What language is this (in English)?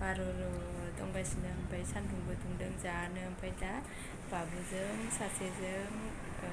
Bodo